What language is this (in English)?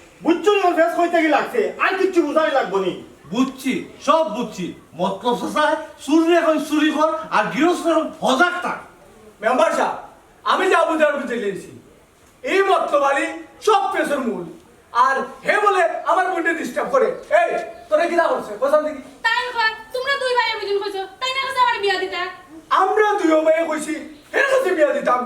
Sylheti